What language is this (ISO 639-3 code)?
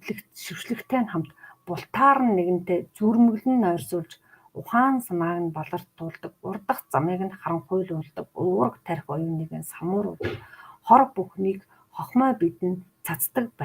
mon